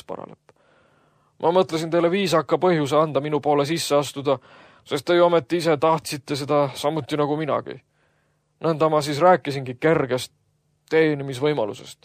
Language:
Estonian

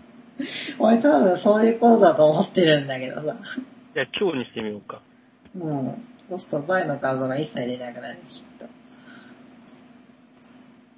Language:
Japanese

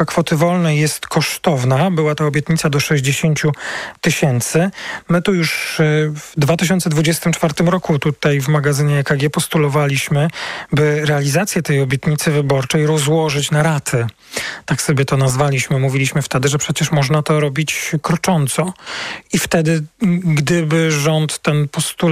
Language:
Polish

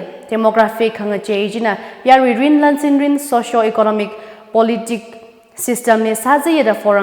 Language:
Tangkhul Naga (India)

